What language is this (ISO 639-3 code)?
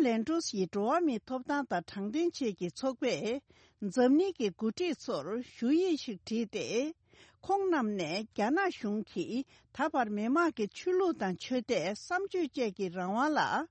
bod